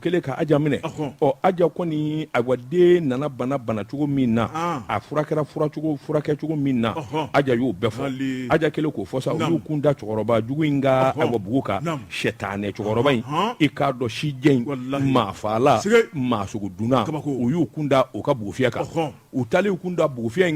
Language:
Bambara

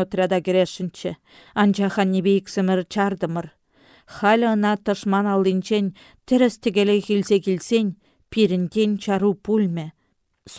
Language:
Chuvash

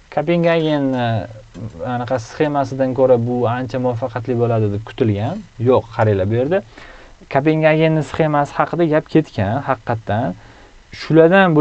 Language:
Uzbek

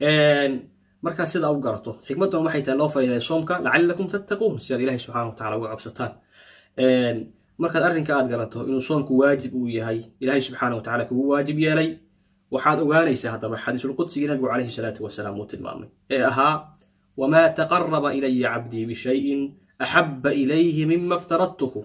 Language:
Somali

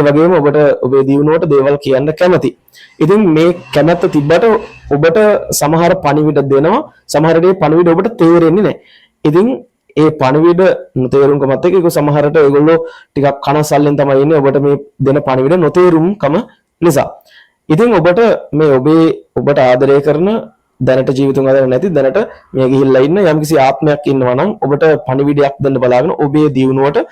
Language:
Sinhala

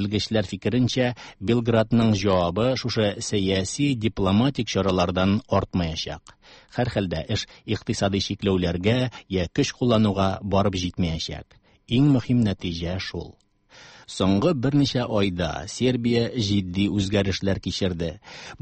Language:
Tatar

